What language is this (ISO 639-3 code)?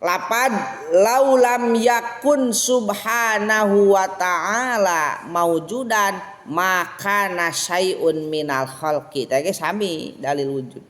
sun